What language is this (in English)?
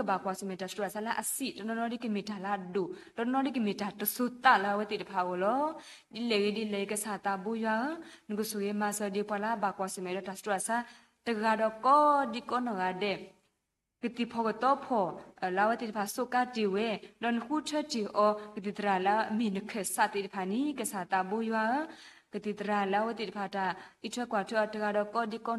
S'gaw Karen